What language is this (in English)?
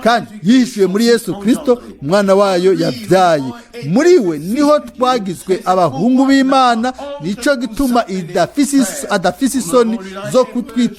Rundi